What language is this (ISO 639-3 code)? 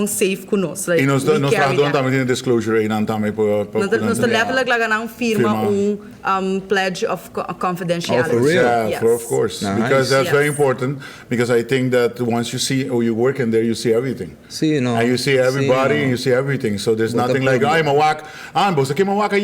pap